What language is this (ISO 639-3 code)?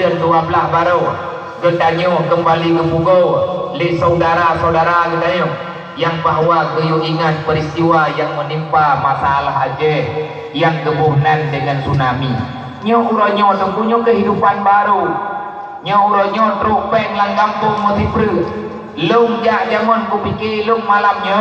ace